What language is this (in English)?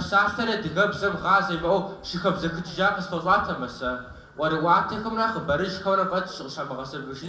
Kabardian